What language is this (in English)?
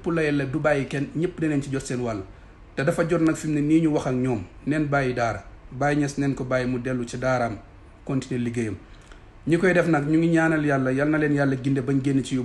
Wolof